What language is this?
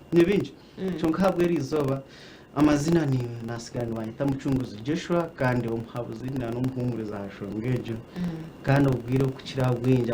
Nyankole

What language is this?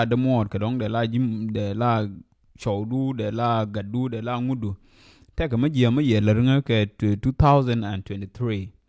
Nuer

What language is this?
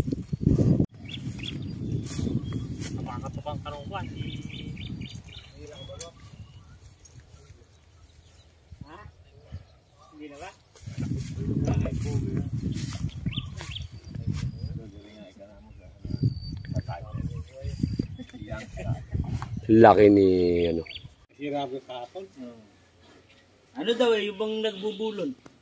Filipino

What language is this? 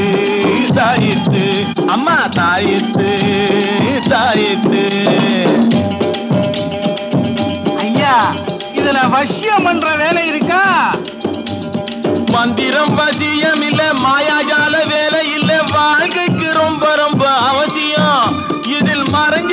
Tamil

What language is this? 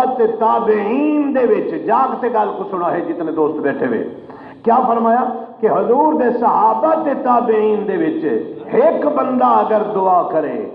Saraiki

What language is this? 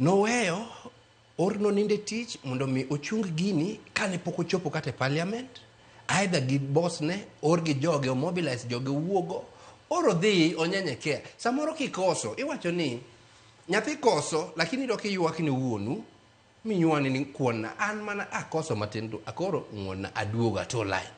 Luo (Kenya and Tanzania)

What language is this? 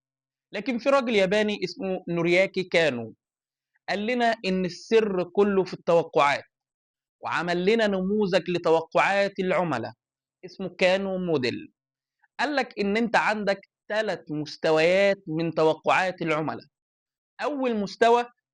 Egyptian Arabic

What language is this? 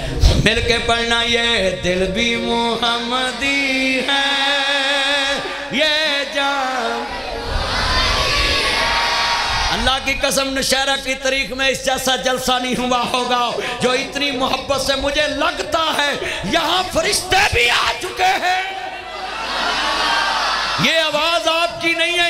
Western Panjabi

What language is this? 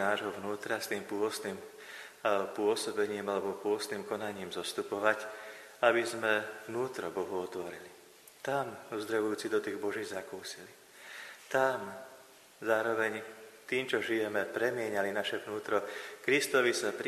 Slovak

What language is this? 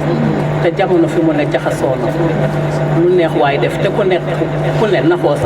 Wolof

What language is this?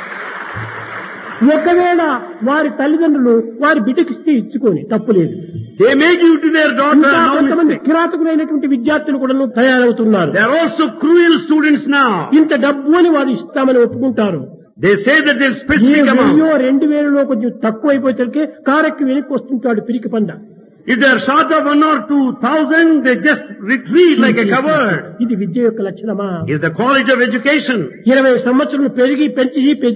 Telugu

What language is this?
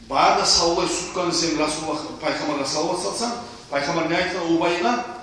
Kumyk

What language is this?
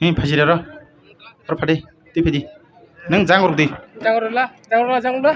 Kok Borok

